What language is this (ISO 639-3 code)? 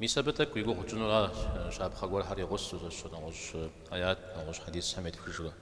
kbd